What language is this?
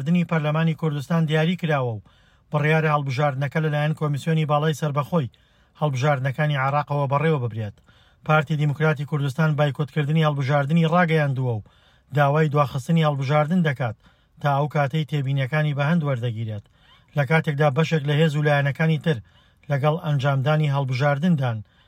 Central Kurdish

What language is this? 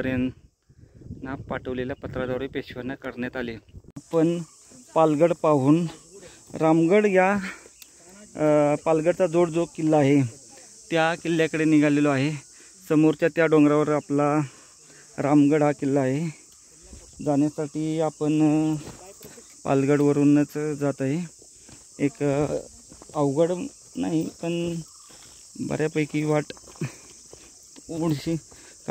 Marathi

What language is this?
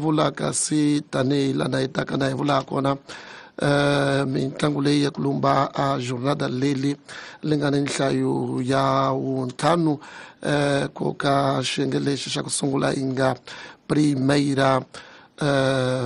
Tsonga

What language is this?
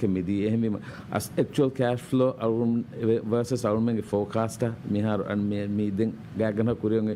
Divehi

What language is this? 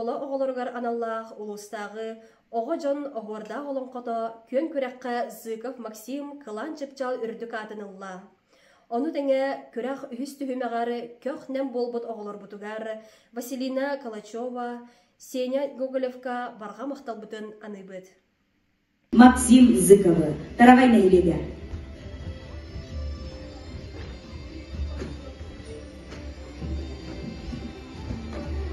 Yakut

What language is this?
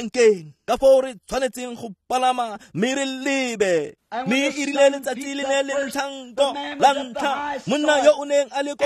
Tswana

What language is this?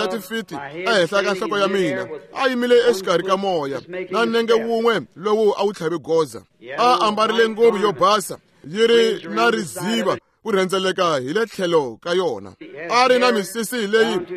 Tsonga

